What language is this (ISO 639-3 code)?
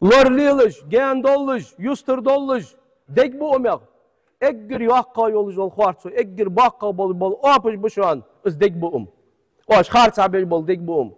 inh